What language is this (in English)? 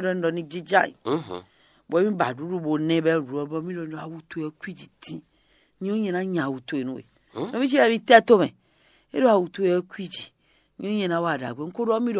Fon